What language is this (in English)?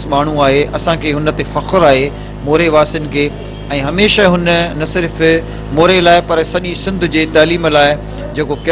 Sindhi